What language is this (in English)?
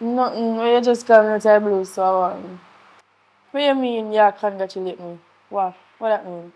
Jamaican Creole English